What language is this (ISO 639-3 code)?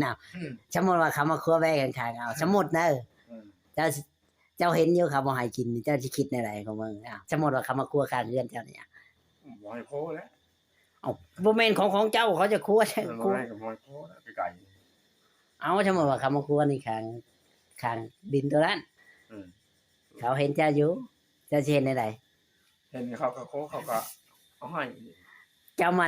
tts